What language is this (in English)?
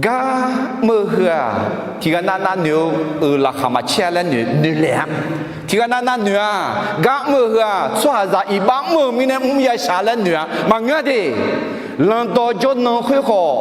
Akha